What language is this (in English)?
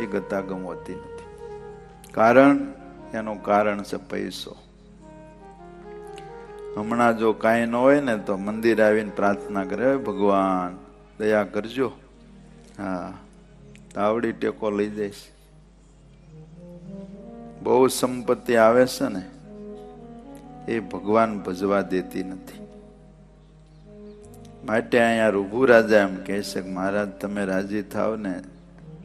Gujarati